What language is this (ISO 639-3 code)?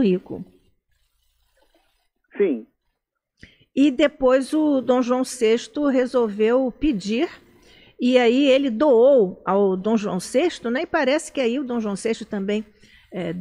por